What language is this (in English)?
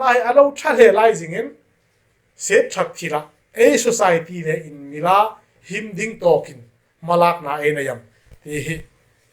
Hmar